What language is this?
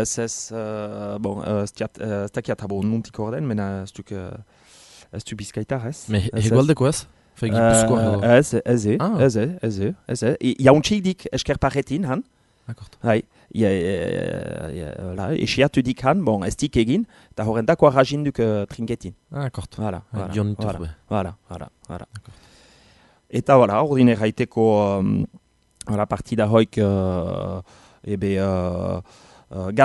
Basque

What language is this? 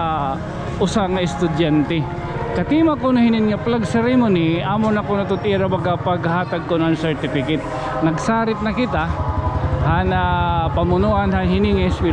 Waray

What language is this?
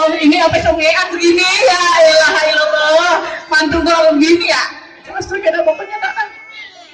Betawi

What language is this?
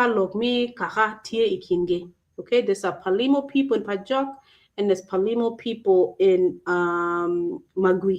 Acoli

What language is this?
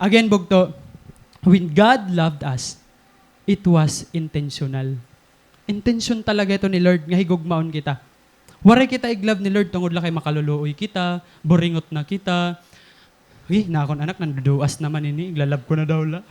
Waray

